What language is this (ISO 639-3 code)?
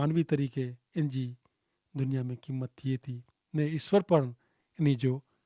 kfr